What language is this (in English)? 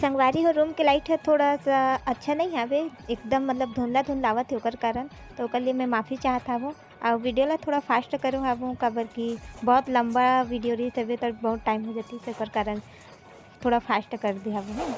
Chhattisgarhi